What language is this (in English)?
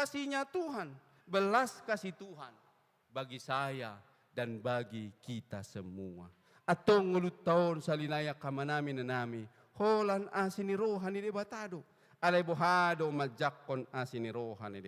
Batak Toba